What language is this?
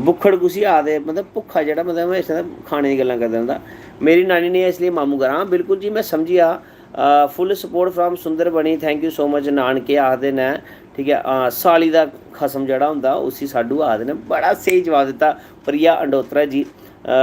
Dogri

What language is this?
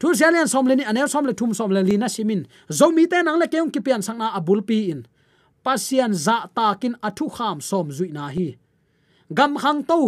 Tedim Chin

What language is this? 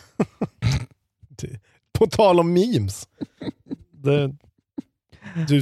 Swedish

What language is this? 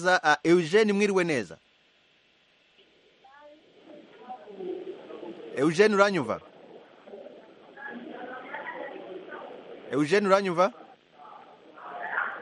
Kinyarwanda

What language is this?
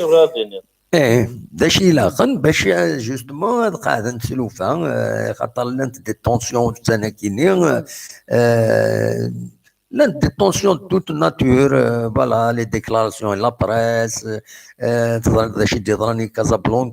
Kabyle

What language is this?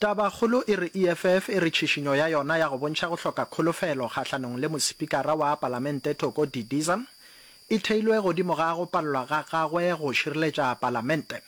Northern Sotho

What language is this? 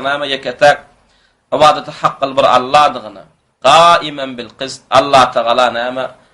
Turkmen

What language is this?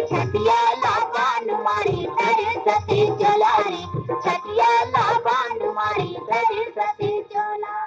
Chhattisgarhi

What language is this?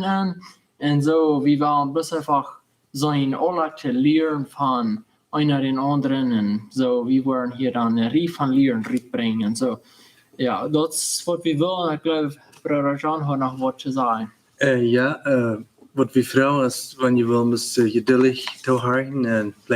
Plautdietsch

